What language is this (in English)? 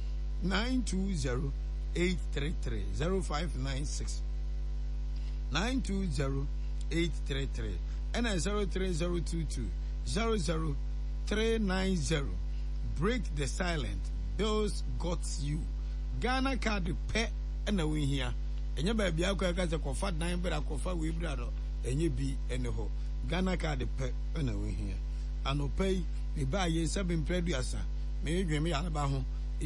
Akan